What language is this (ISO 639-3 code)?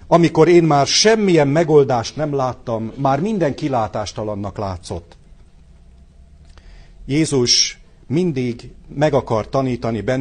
hun